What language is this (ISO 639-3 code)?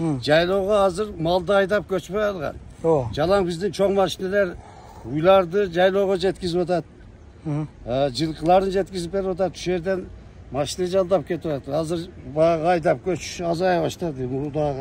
kir